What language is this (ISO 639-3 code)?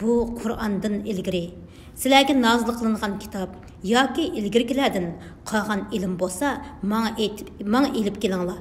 uig